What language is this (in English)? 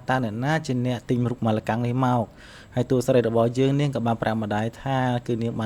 Khmer